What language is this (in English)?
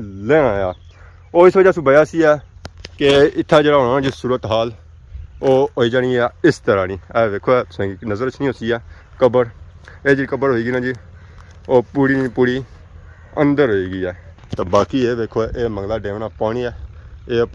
Pahari-Potwari